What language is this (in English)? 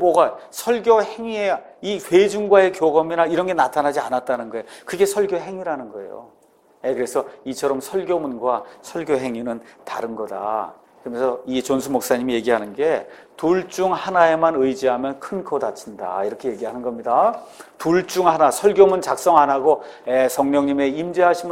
Korean